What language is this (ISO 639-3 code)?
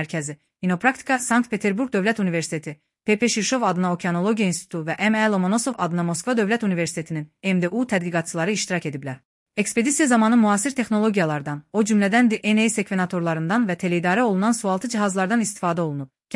aze